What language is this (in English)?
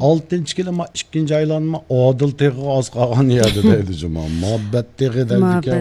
Uyghur